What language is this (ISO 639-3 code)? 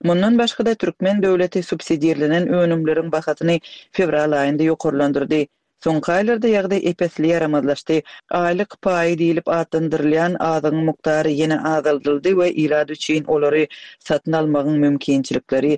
tuk